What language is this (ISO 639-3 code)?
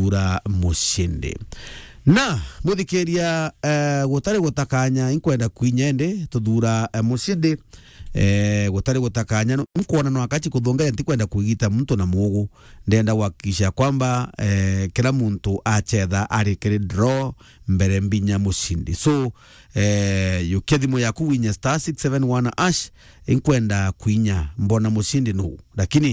mer